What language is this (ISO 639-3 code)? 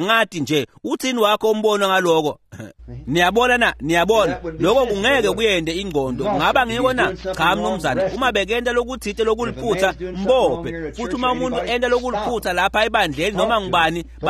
ssw